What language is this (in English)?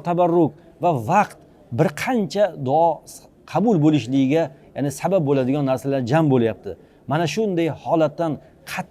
Uzbek